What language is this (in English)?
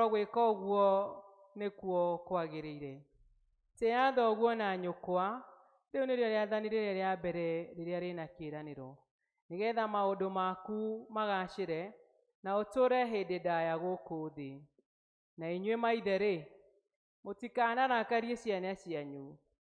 Kikuyu